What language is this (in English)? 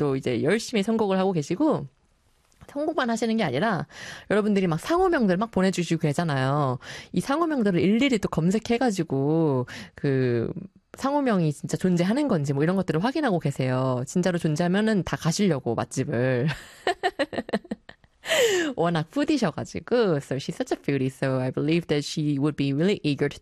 Korean